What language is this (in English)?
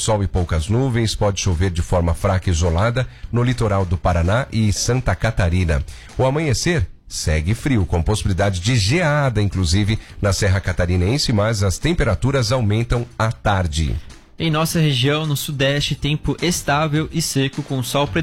Portuguese